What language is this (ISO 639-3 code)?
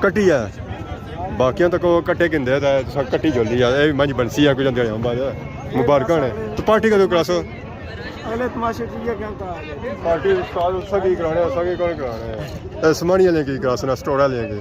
phr